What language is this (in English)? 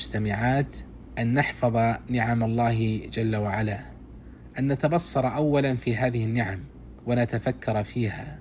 Arabic